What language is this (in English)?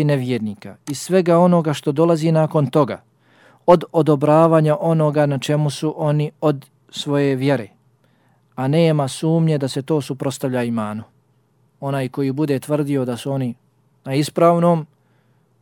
Bosnian